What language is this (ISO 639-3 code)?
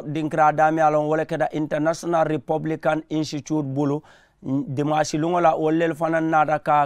man